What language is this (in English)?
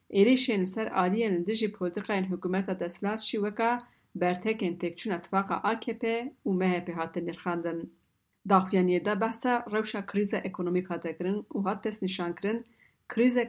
Kurdish